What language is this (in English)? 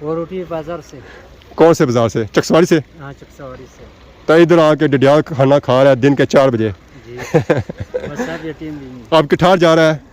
Pahari-Potwari